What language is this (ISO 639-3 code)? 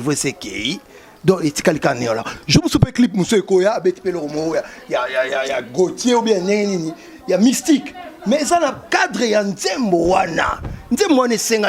lin